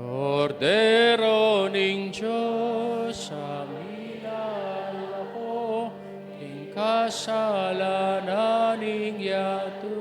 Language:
Pampanga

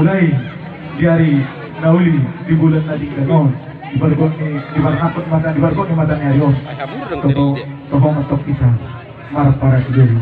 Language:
Batak Toba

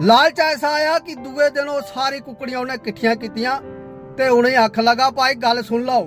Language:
Dogri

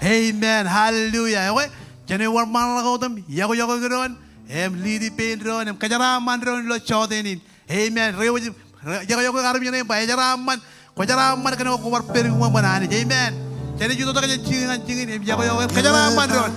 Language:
Marshallese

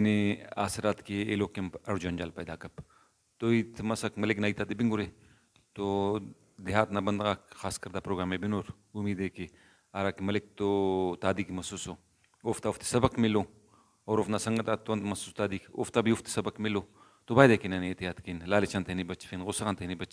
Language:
Brahui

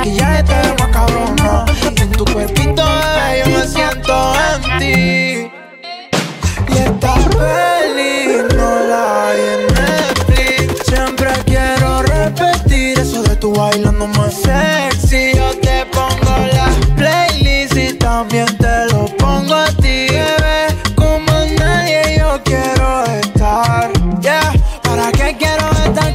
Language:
Spanish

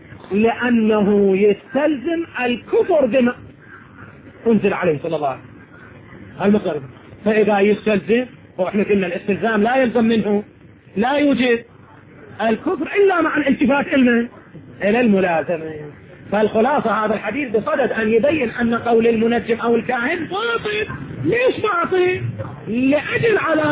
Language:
Arabic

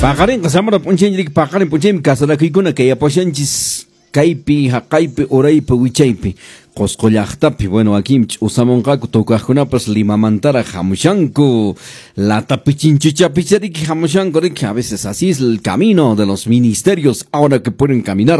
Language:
Quechua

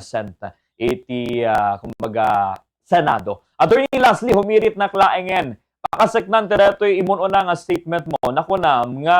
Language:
Iloko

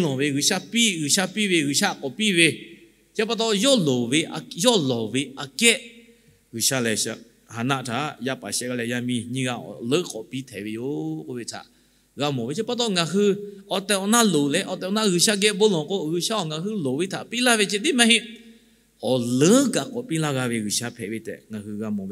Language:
Lahu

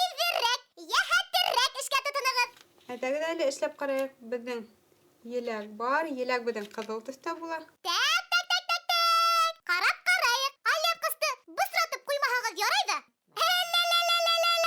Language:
Bashkir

